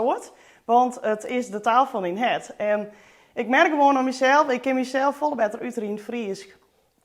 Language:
Western Frisian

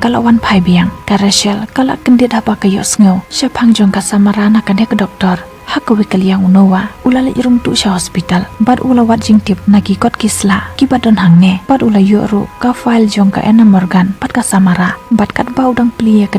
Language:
Khasi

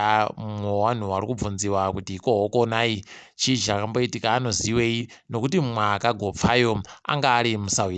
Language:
Ndau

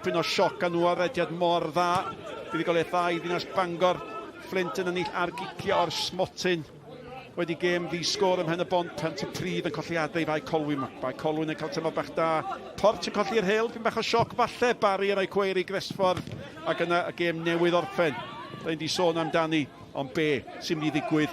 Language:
Welsh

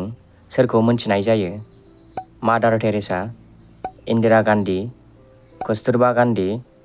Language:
Bodo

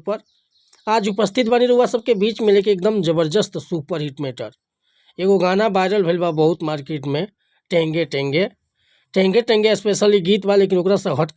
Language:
Bhojpuri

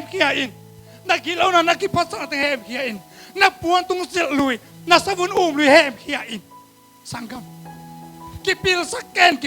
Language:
Tedim Chin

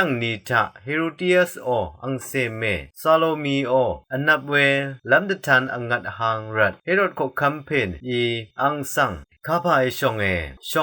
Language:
Rawang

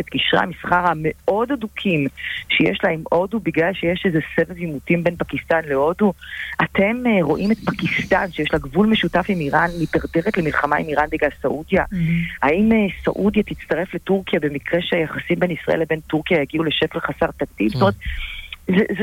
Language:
Hebrew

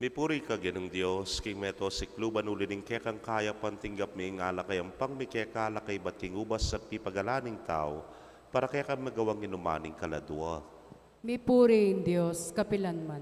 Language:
Pampanga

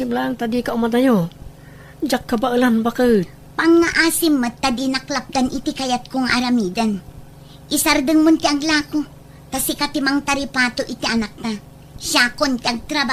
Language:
Iloko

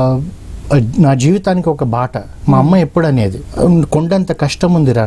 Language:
Telugu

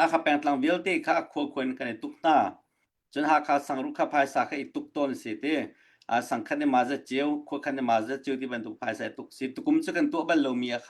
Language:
Hakha Chin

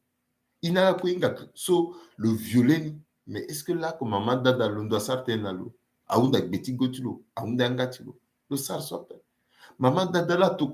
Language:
Sango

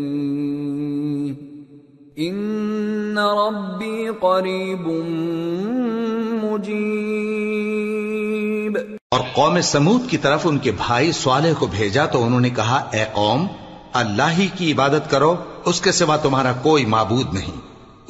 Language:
Urdu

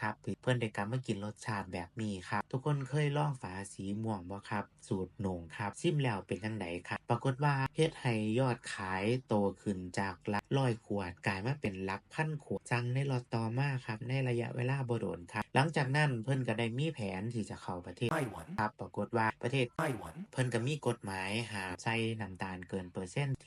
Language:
Northeastern Thai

